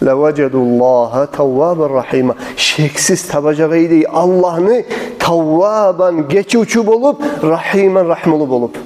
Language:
Kumyk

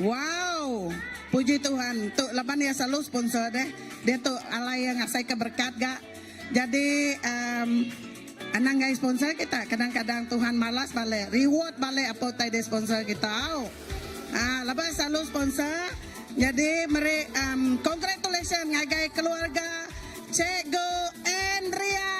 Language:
Iban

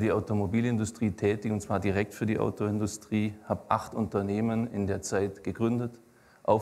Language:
German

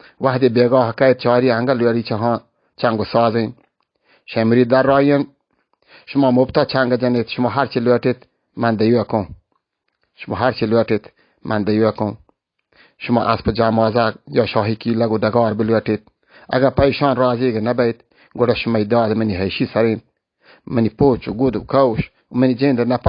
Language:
Baluchi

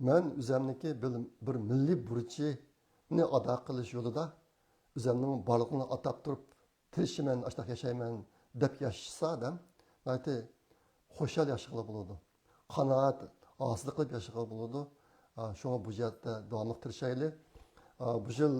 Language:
Uyghur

